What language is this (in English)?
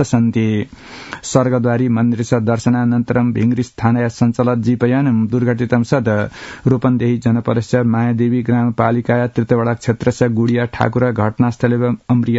Sanskrit